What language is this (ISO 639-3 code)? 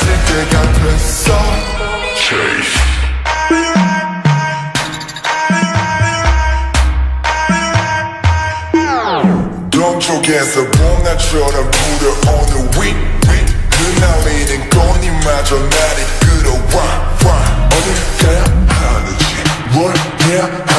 kor